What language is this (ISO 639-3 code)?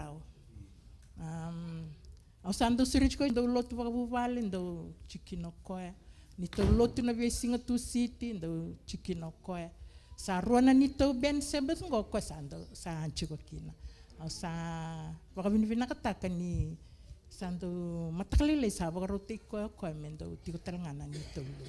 fij